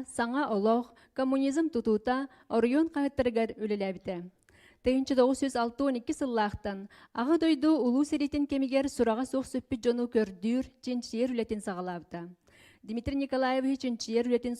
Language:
Yakut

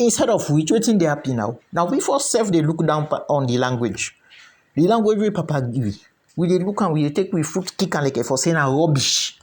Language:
Krio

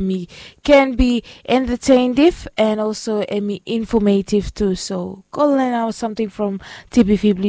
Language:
Bislama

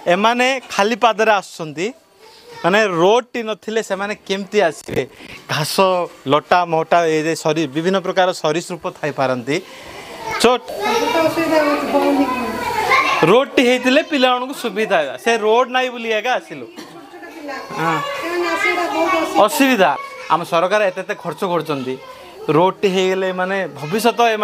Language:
Odia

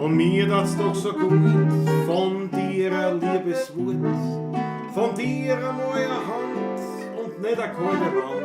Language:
Bavarian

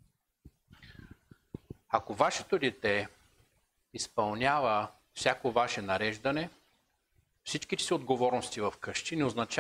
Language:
Bulgarian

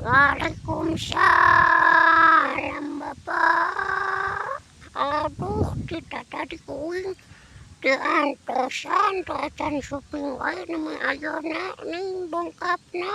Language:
Sundanese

